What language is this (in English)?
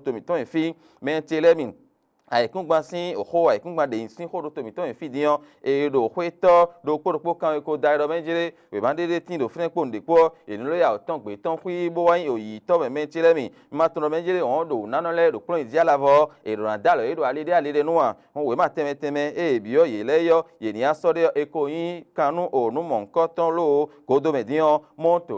Fon